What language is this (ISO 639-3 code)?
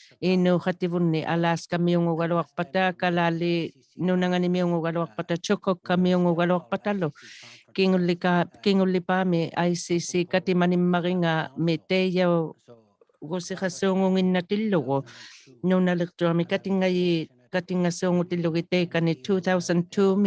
iku